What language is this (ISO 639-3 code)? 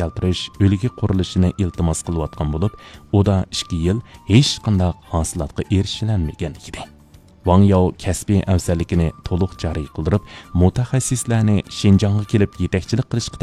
uig